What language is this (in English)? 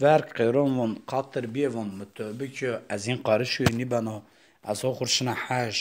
Zaza